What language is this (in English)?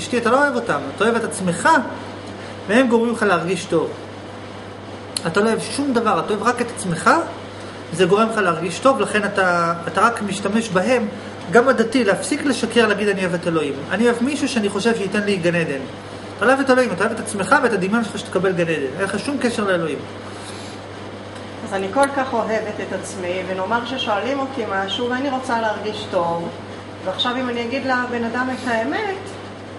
Hebrew